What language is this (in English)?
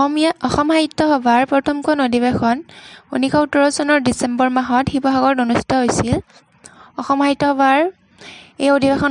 Assamese